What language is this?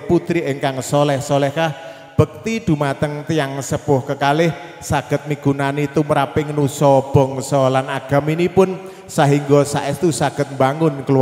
Javanese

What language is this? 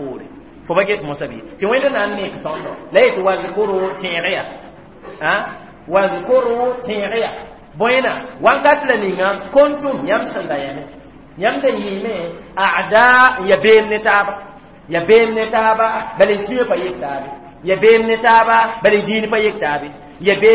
Mossi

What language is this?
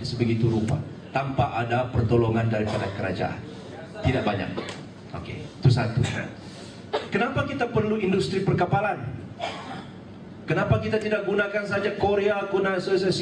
Malay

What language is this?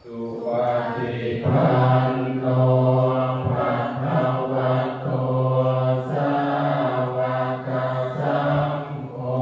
Pali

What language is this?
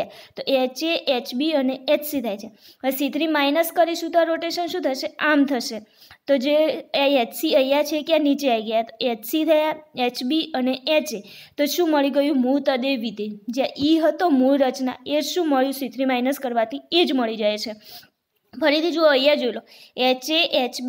Gujarati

